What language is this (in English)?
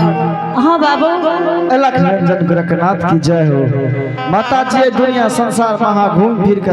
Angika